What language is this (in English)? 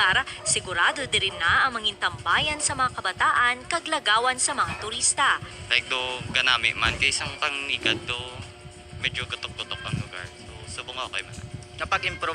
Hiligaynon